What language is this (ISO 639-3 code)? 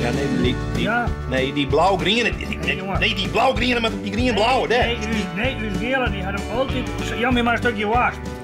fry